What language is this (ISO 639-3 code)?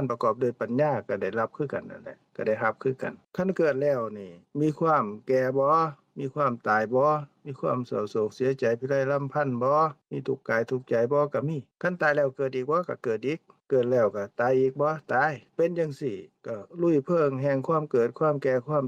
lao